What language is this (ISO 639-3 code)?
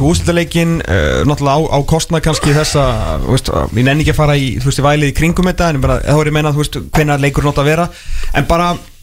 isl